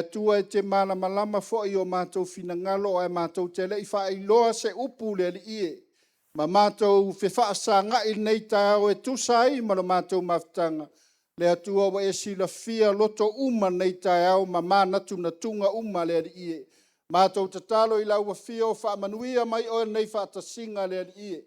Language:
Samoan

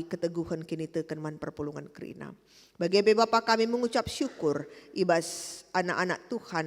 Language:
Batak Karo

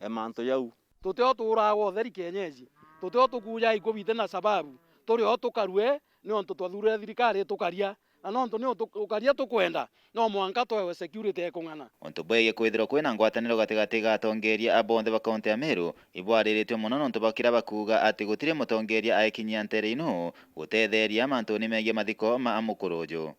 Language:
Meru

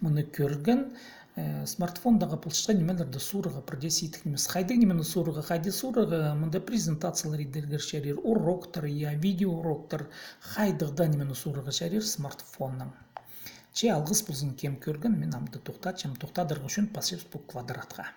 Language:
Khakas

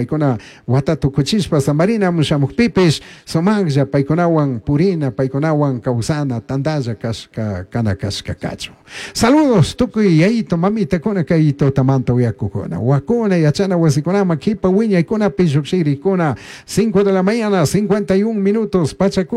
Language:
Chimborazo Highland Quichua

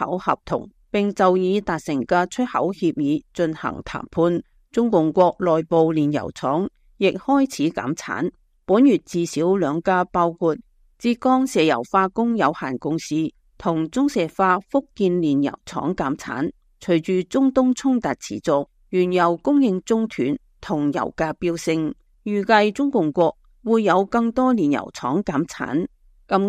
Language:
Cantonese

